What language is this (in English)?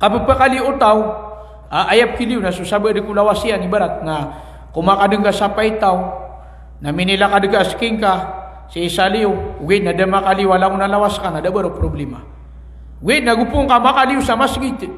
Maranao